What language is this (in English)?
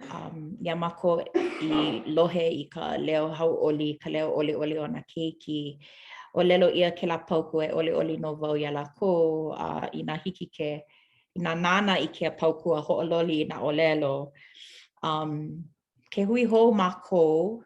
Hawaiian